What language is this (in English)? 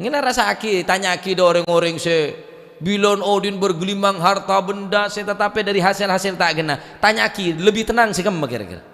Madurese